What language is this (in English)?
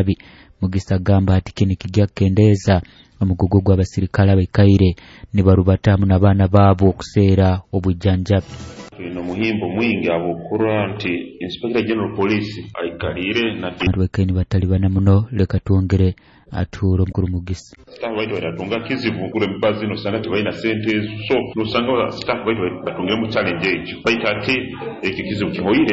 Nyoro